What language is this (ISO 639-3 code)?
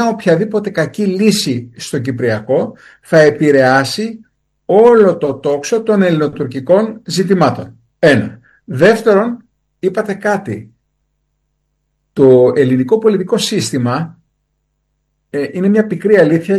ell